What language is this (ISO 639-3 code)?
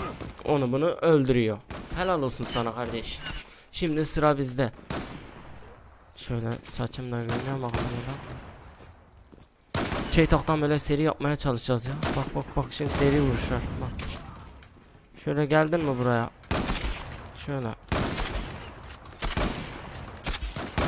tur